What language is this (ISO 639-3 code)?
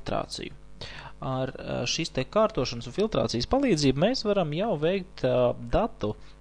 lav